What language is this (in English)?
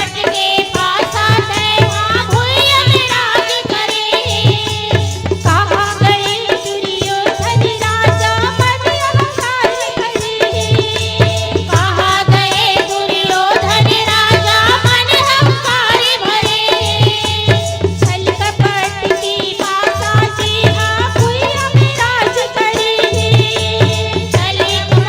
Chhattisgarhi